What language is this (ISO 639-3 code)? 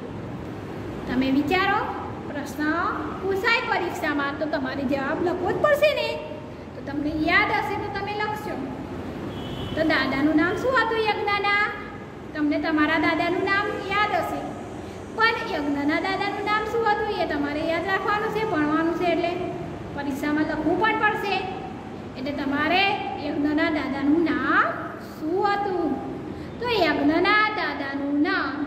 guj